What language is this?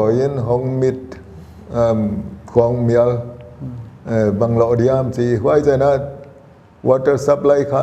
Paite Chin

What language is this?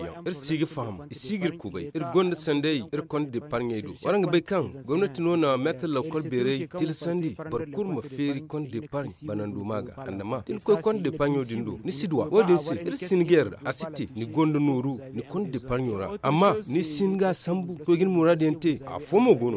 Zarma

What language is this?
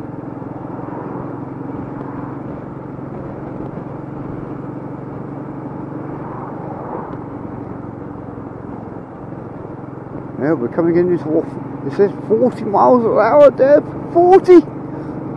English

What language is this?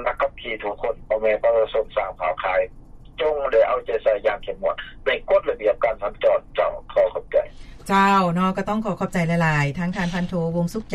Lao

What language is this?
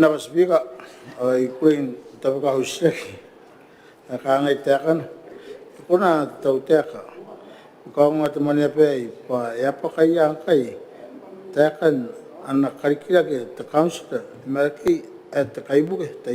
Gilbertese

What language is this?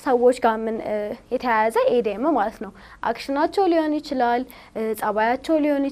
Amharic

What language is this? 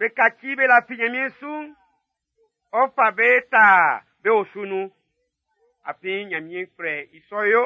Baoulé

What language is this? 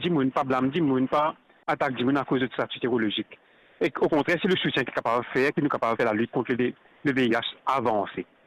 Morisyen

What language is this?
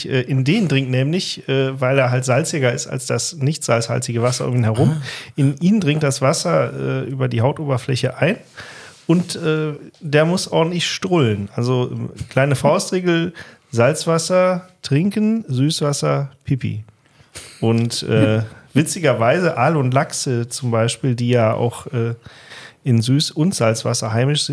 German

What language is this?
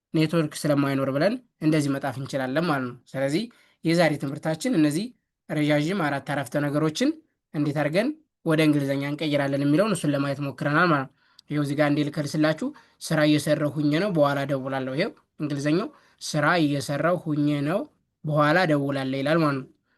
Amharic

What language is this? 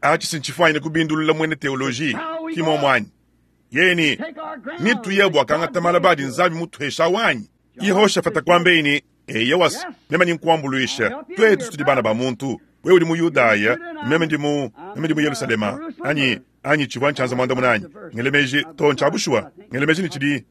Luba-Lulua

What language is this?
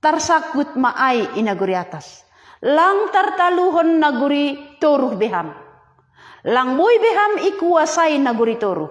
Batak Simalungun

